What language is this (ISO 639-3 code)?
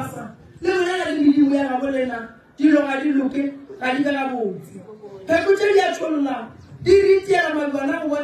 nso